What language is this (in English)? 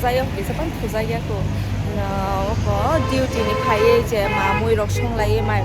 Kok Borok